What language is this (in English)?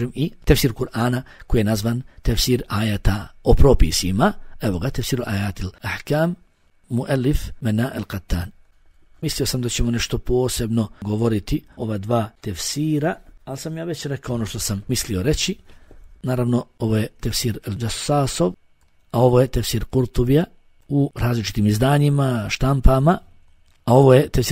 Bosnian